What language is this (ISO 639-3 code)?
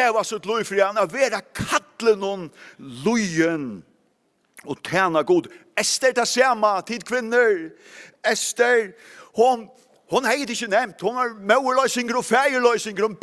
fao